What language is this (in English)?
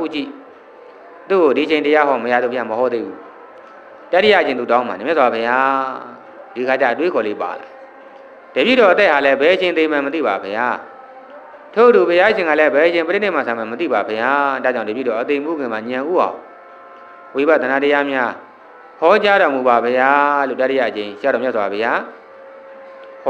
Burmese